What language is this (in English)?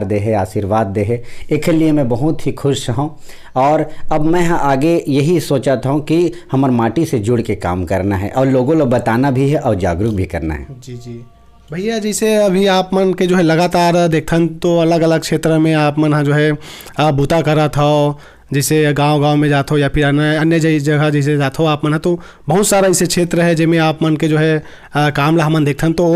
Chhattisgarhi